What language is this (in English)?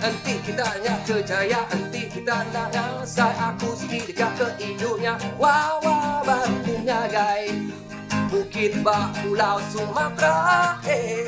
Iban